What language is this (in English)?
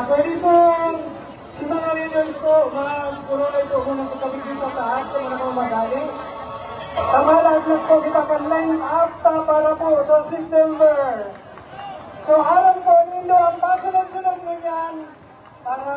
Bikol